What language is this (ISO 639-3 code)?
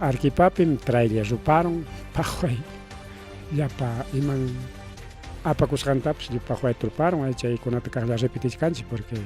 quy